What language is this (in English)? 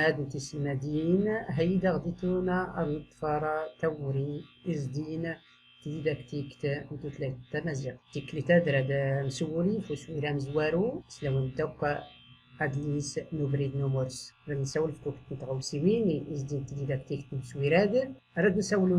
Tachelhit